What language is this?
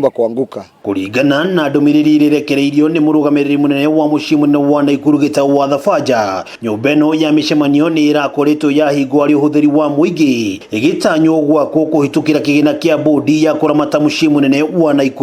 Kikuyu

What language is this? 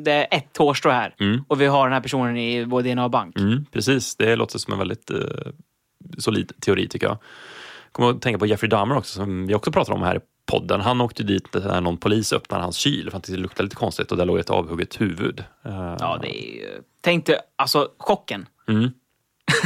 Swedish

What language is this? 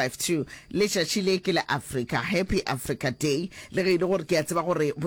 Northern Sotho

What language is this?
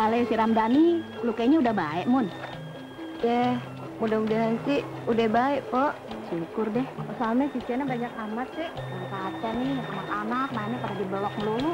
Betawi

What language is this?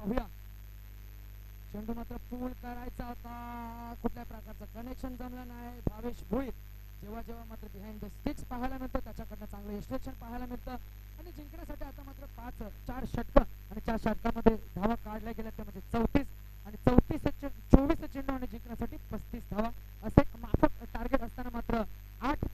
Marathi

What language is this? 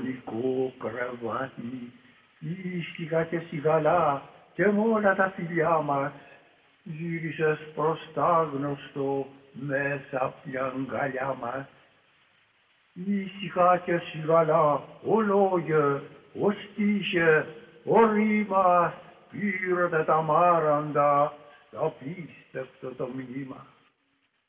Greek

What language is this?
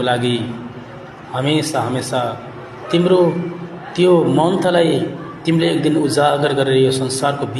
Nepali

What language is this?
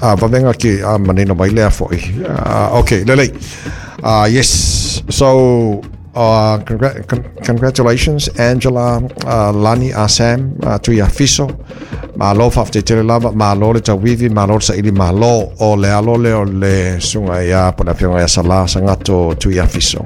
Samoan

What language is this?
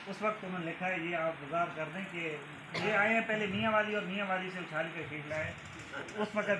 Saraiki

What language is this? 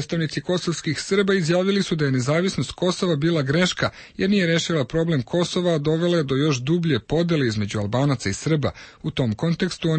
Serbian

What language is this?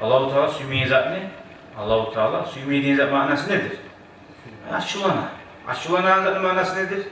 Kumyk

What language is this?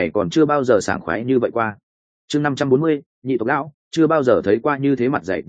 Vietnamese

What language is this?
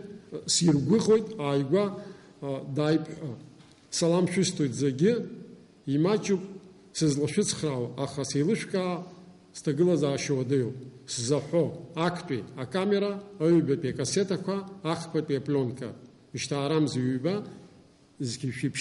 Abkhazian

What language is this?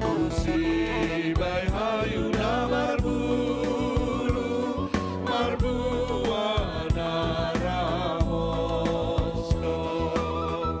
Batak Simalungun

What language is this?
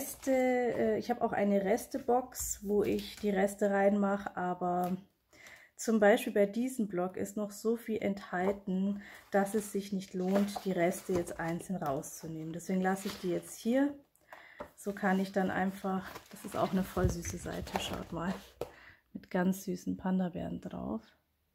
German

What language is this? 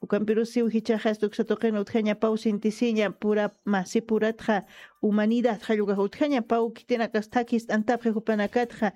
Aymara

